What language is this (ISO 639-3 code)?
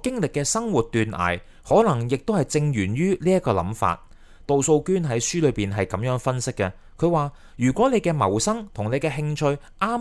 yue